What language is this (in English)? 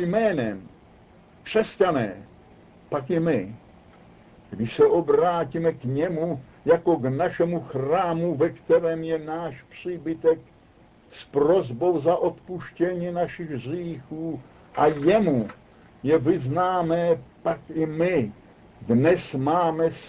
Czech